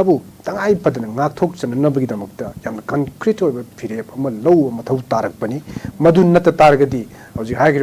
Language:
Manipuri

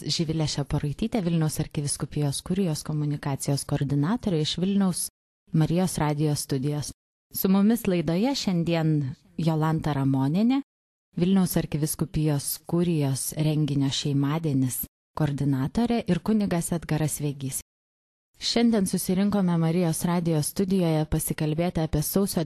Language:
Lithuanian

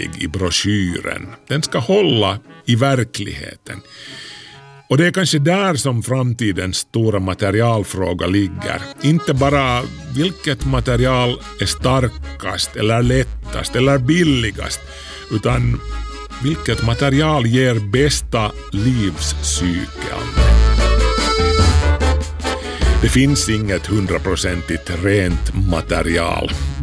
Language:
Swedish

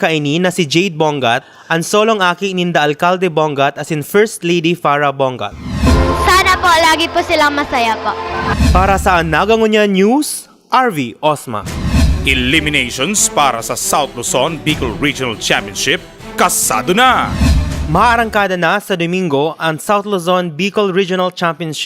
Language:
Bikol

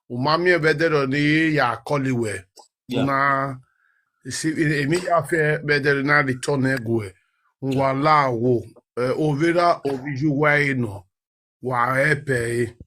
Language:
Nigerian Pidgin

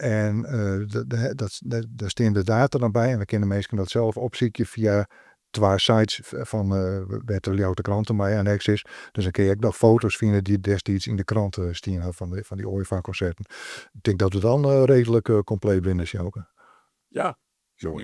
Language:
Western Frisian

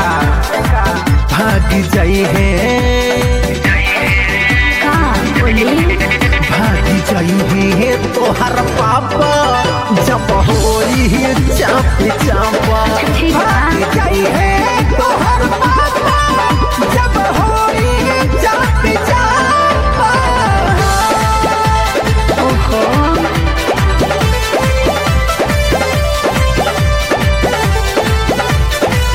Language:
Bhojpuri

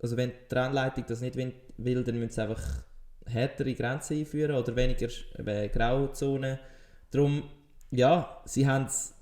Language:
Swiss German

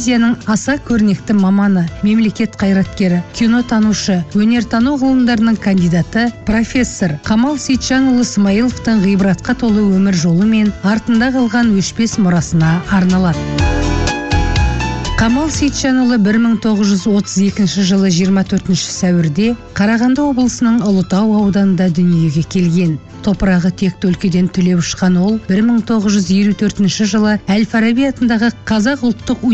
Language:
Kazakh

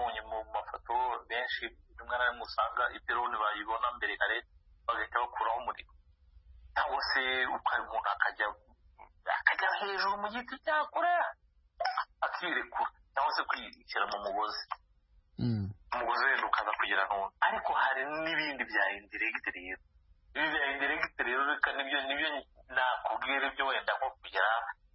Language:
Kinyarwanda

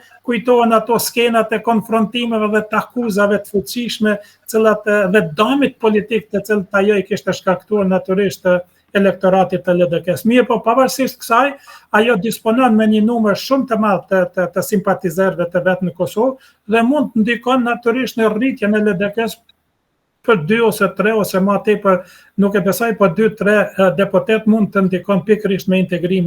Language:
Albanian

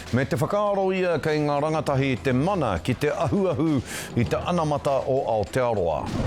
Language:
Māori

